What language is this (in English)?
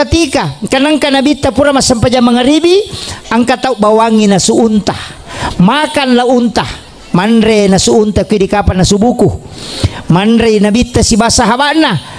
Buginese